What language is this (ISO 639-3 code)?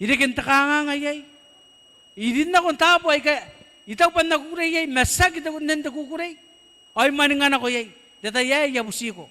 gil